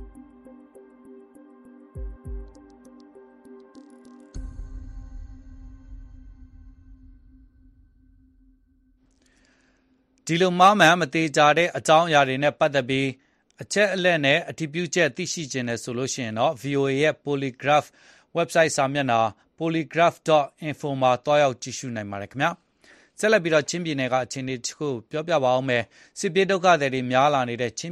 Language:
Burmese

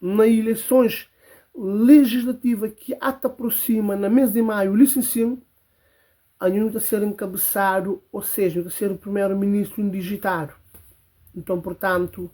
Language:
Kabuverdianu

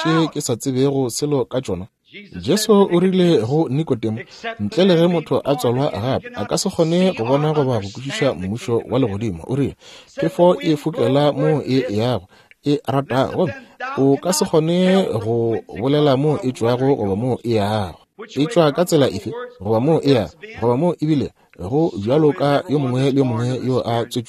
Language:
Northern Sotho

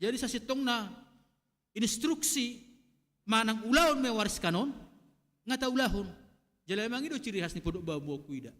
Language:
Batak Toba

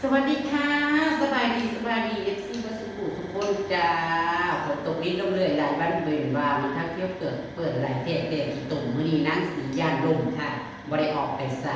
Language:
Northeastern Thai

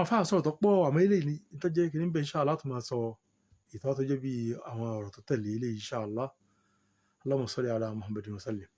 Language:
Yoruba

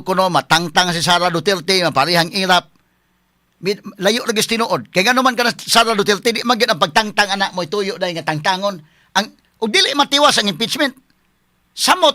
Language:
Cebuano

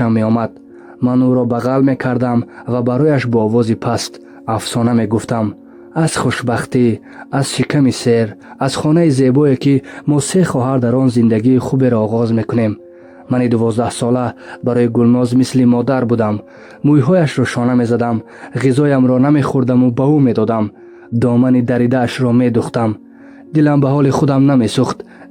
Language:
Tajik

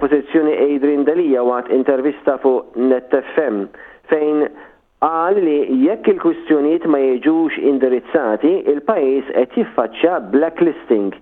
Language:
Maltese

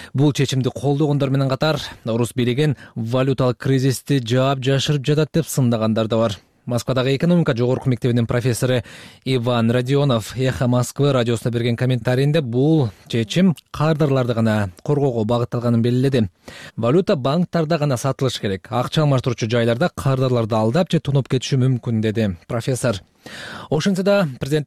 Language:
Kyrgyz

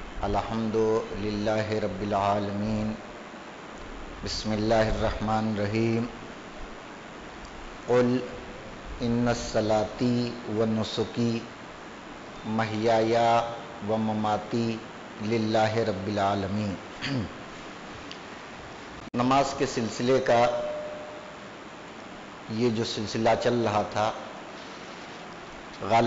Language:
Urdu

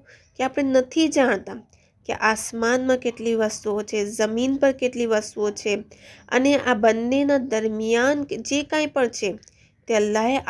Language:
Gujarati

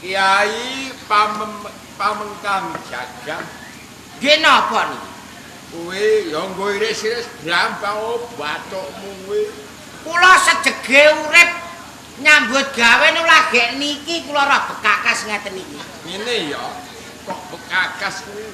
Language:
Javanese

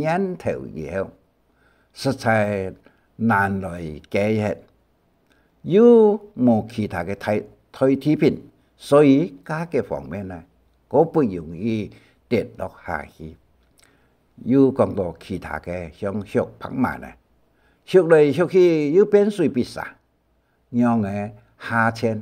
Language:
Hakka Chinese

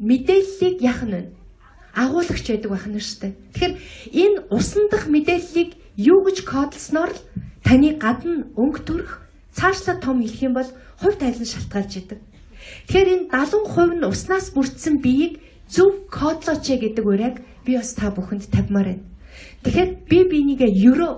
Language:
Mongolian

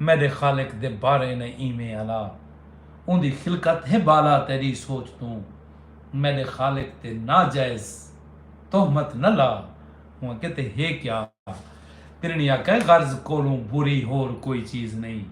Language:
Saraiki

